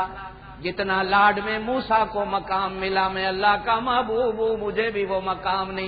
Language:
Urdu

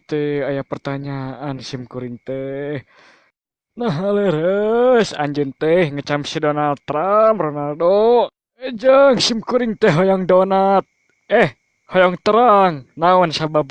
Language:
Sundanese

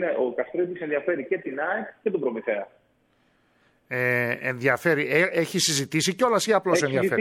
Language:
Greek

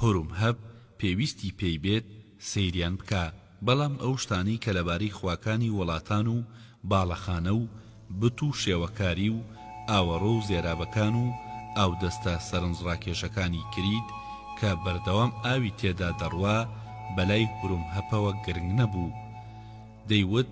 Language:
Central Kurdish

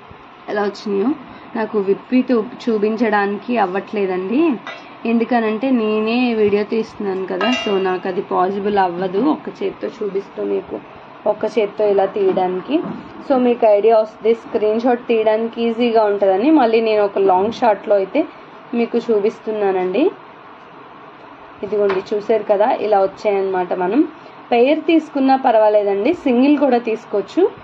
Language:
Telugu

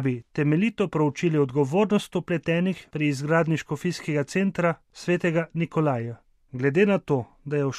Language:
Slovenian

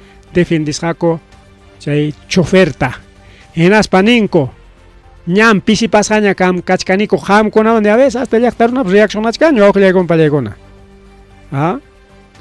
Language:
Ayacucho Quechua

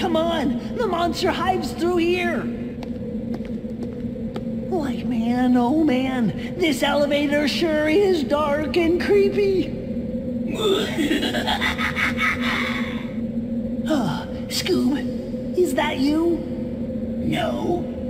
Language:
English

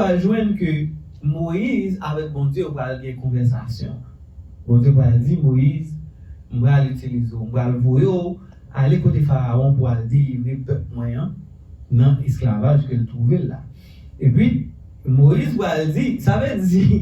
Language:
Haitian Creole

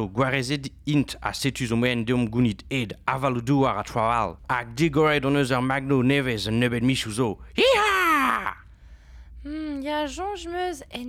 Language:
Breton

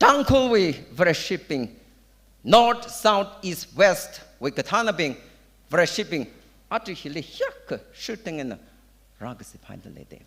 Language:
Tangkhul Naga (India)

